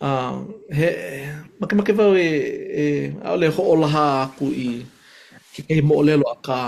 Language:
Hawaiian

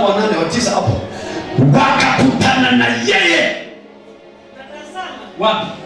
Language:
Swahili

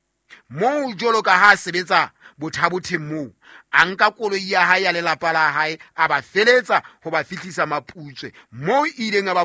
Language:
Southern Sotho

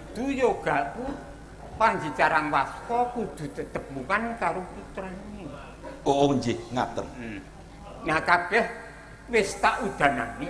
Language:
Javanese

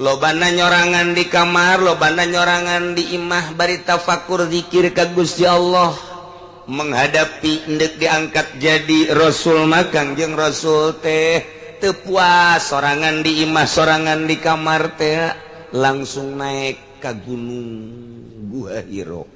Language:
Sundanese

